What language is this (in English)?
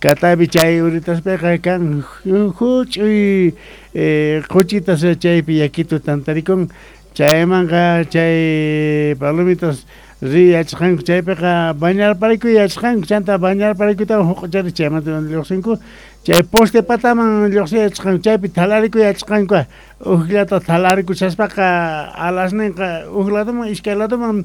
Quechua